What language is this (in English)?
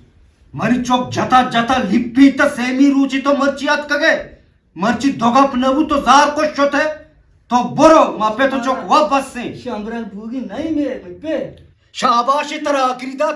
Eastern Balochi